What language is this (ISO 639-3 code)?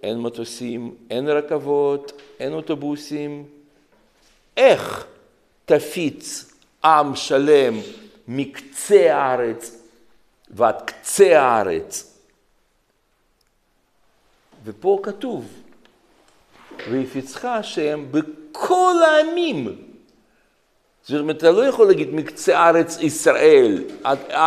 heb